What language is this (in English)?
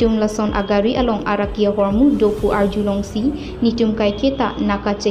Karbi